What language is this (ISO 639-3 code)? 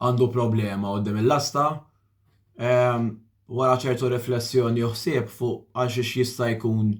mlt